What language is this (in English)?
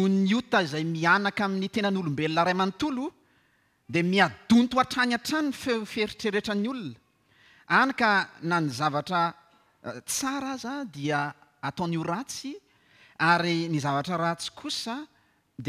Malagasy